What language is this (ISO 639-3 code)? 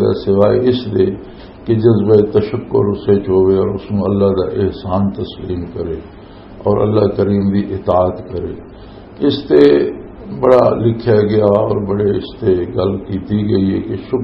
lah